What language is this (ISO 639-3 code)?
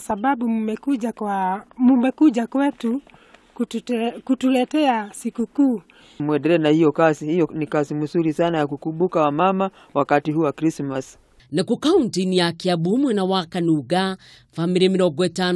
kik